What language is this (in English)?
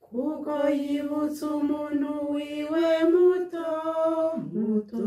Rundi